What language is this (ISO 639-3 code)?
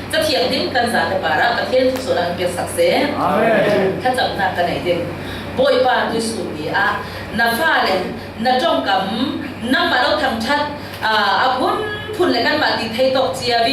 cfm